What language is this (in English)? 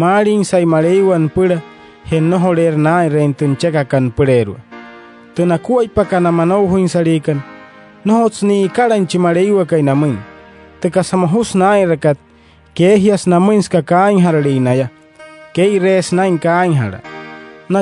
Wayuu